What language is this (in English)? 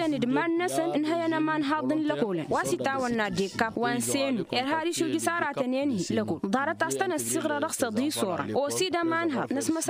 Tamasheq